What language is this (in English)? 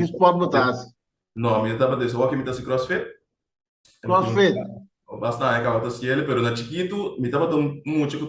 Papiamento